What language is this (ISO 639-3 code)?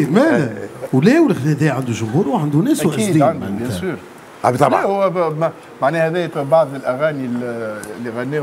aeb